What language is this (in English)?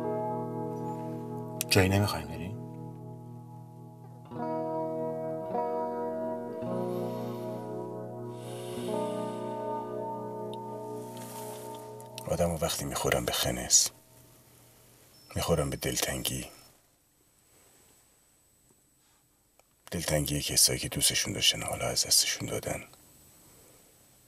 Persian